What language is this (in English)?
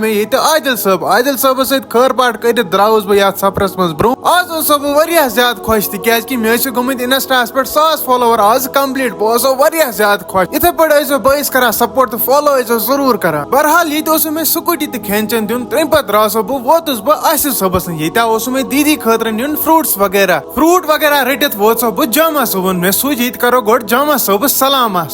Kashmiri